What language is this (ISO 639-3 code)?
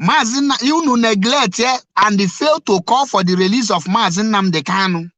ibo